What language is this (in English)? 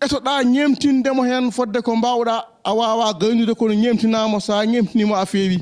Fula